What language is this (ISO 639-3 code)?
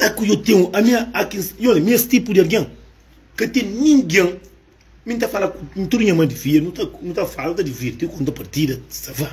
kea